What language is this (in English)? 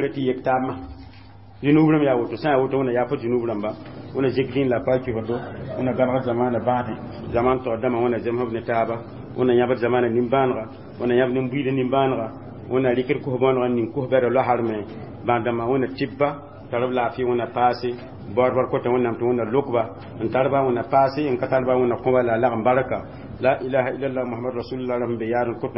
Mossi